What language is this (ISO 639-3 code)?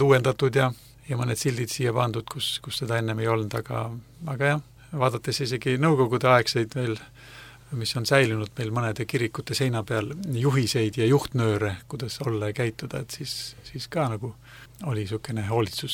est